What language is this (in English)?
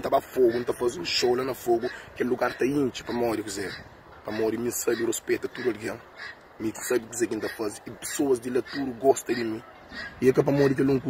Kabuverdianu